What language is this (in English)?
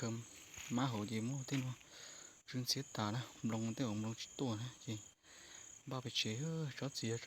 Hmong